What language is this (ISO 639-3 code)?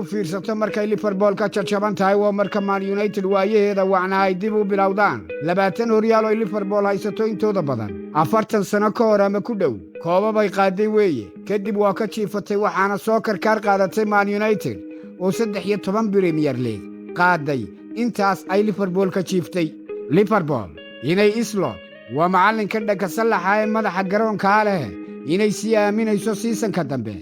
som